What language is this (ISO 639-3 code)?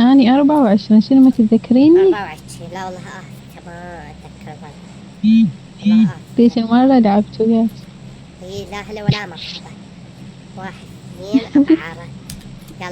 acm